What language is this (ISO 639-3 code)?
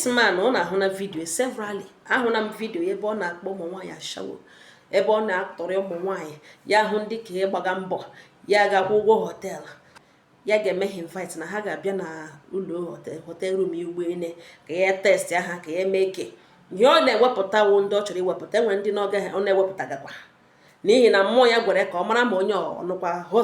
ibo